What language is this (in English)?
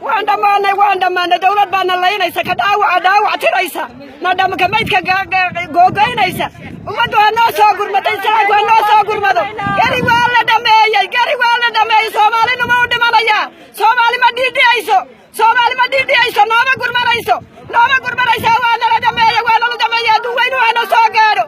Somali